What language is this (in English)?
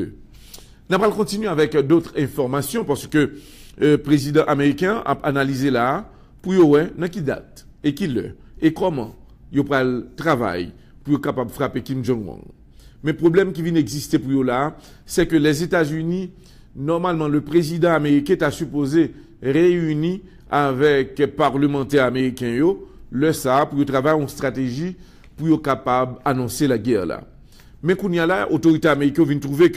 Haitian Creole